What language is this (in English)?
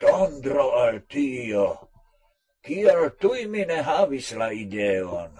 Esperanto